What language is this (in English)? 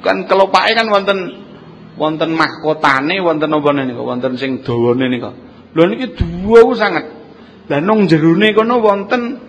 Javanese